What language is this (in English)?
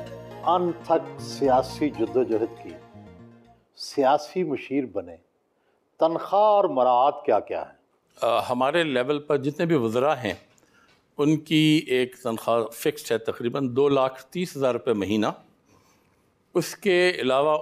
Urdu